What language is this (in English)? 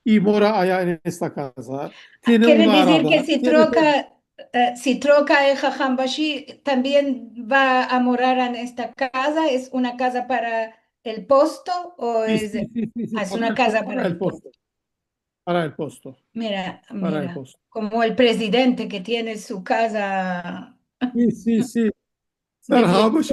Ladino